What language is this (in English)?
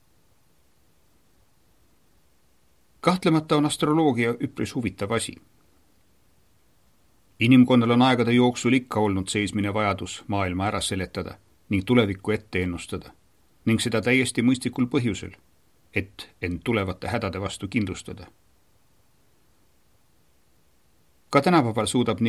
Estonian